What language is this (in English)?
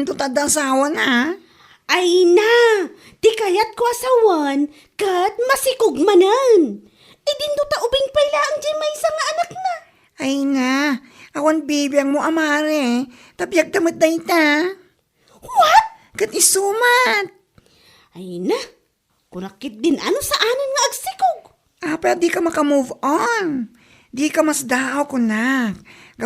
Iloko